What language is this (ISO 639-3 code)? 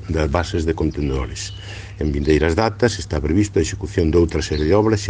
glg